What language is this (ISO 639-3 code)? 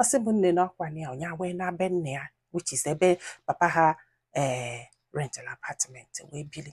ibo